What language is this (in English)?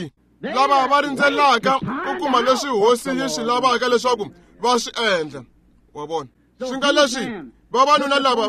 Tsonga